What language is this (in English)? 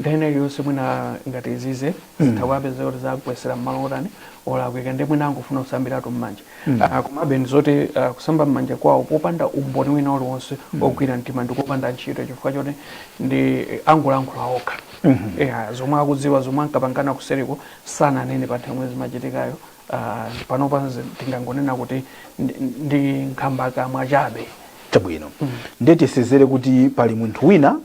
Nyanja